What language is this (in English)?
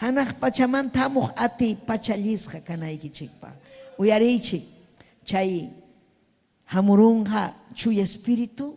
Ayacucho Quechua